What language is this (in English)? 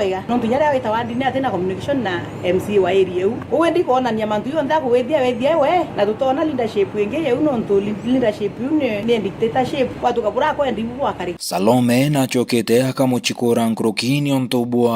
Meru